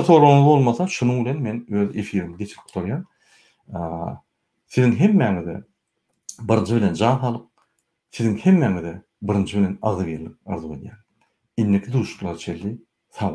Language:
Turkmen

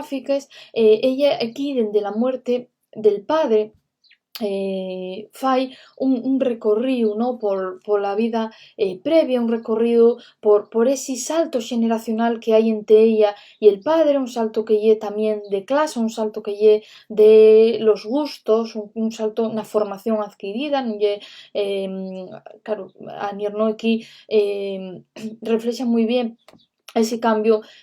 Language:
Asturian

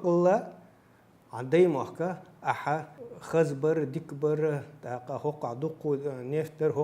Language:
Chechen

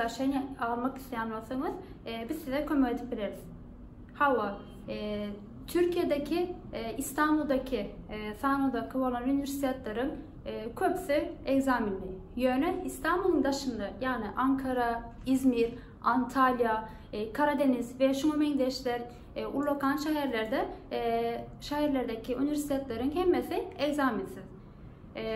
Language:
Turkmen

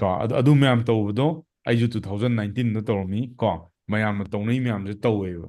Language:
Manipuri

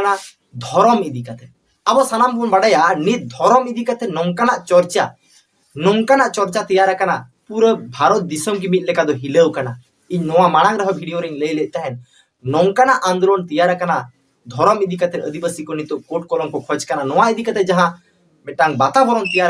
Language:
Santali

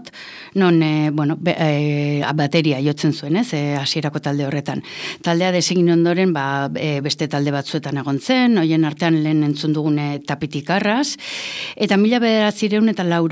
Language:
Basque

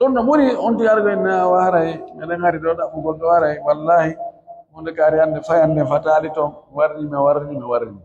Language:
Pular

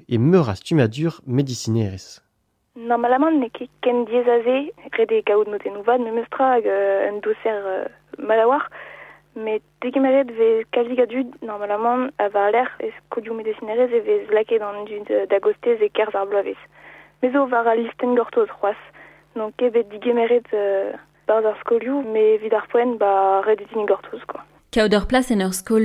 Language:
Breton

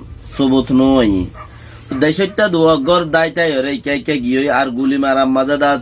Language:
Rohingya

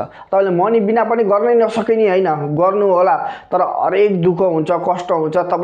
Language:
Nepali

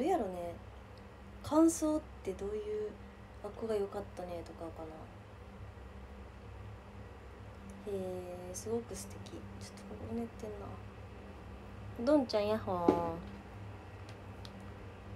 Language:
Japanese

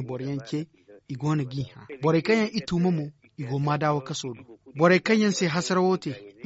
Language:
Zarma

